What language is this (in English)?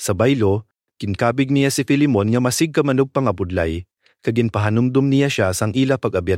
Hiligaynon